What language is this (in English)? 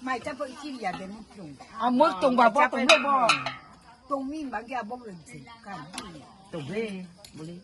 Kok Borok